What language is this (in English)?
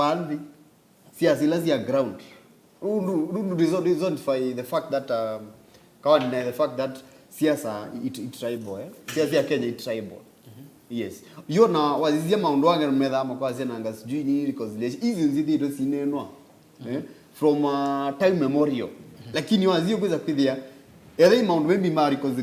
Kamba